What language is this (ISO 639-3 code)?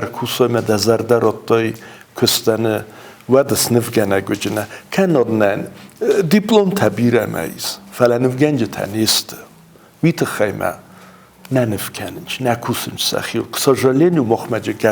oss